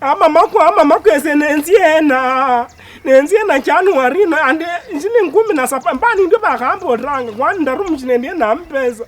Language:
Luyia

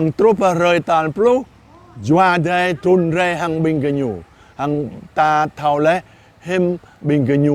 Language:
Jarai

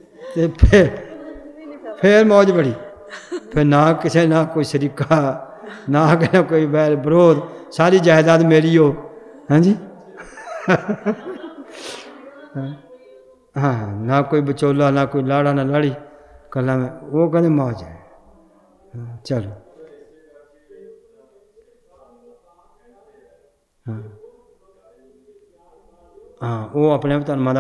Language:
Punjabi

